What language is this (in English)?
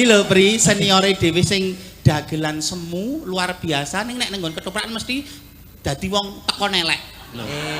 Javanese